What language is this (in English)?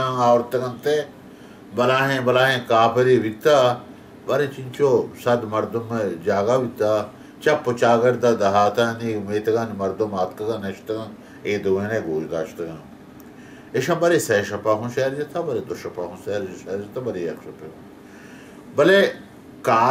Baluchi